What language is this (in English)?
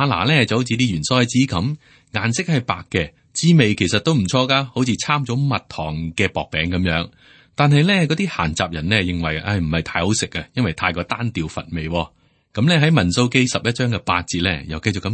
Cantonese